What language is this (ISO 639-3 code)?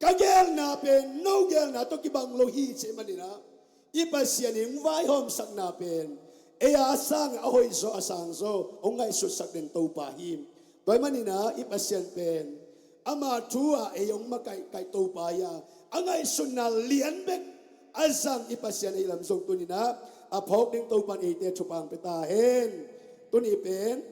ctd